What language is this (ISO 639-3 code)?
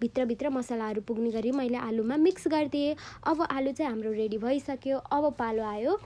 nep